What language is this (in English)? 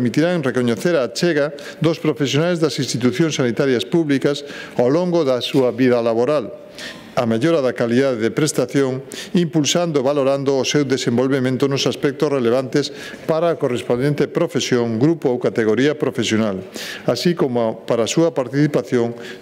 Galician